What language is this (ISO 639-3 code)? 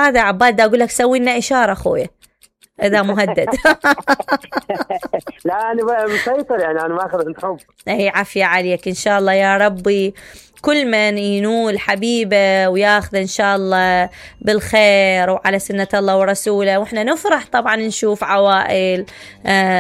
acm